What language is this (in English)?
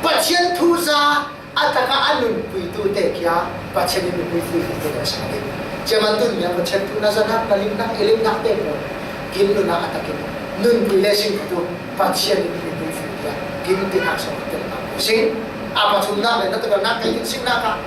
Falam Chin